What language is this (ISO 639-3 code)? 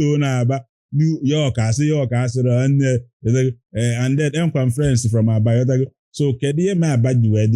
ibo